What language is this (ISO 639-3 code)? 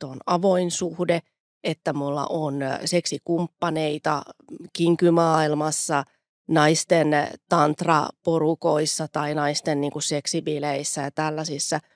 fin